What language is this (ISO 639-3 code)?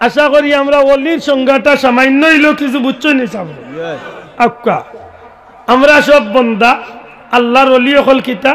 syl